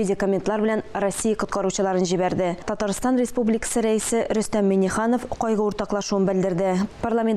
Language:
Tatar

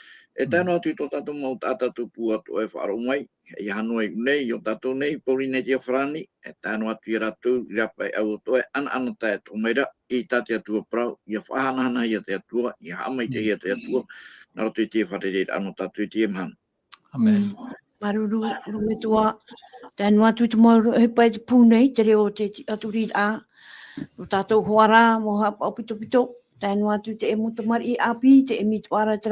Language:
Tahitian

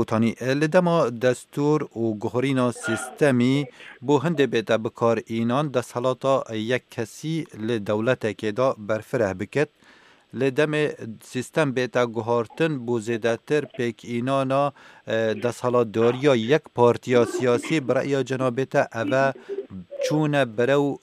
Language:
Kurdish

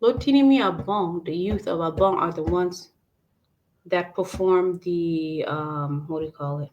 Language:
Acoli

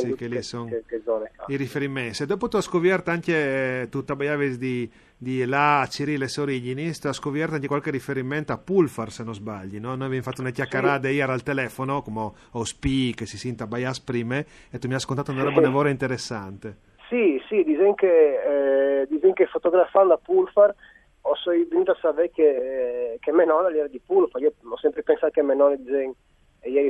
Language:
Friulian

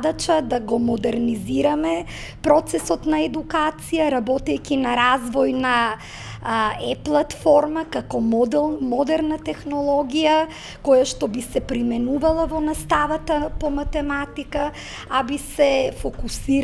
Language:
Macedonian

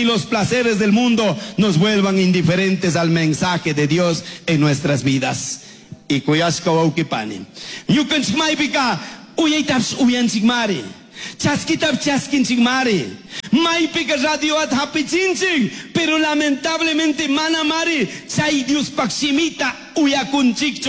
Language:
Chimborazo Highland Quichua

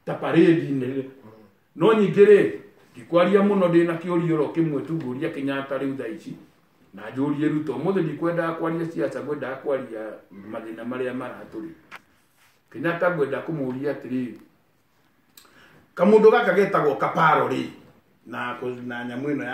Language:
Kikuyu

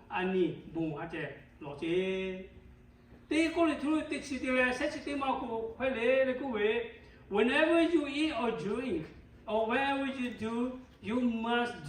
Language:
Lahu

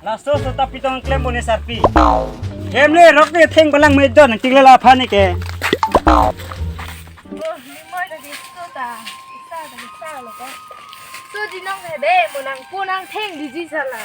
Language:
Karbi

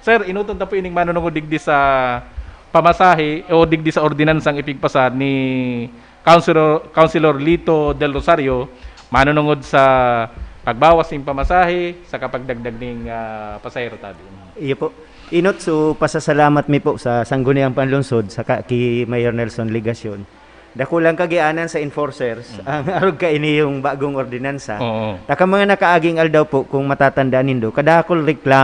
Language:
Bikol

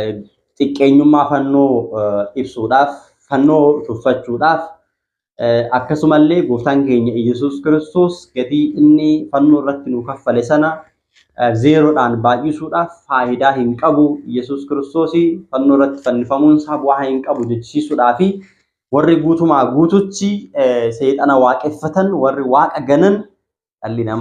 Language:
Oromo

